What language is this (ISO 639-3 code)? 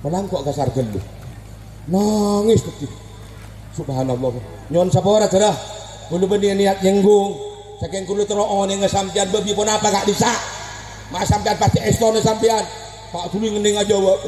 mad